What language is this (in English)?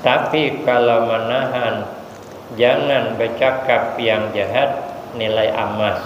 Banjar